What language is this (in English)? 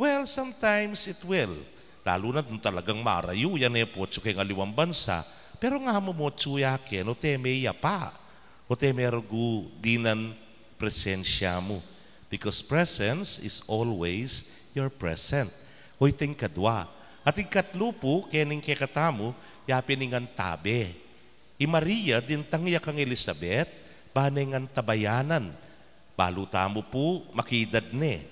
Pampanga